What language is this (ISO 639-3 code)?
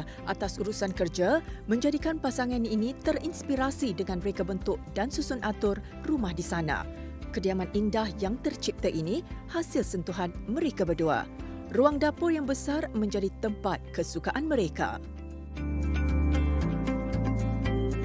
msa